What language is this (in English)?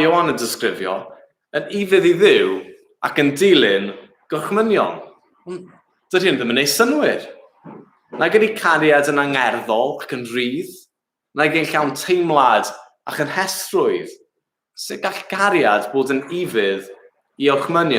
Welsh